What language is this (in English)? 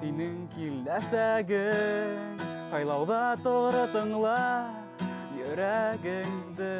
Bashkir